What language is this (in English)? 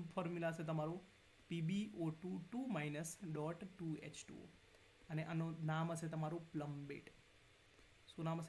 Gujarati